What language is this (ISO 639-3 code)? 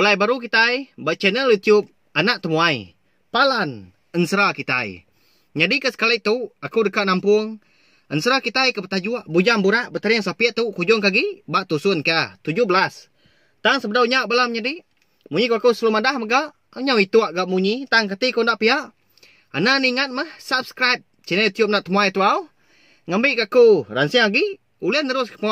iba